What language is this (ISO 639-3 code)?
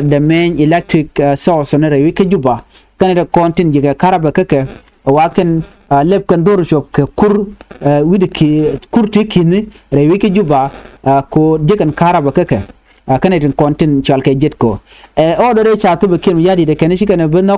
nus